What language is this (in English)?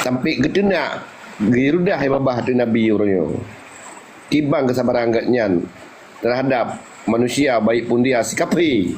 Achinese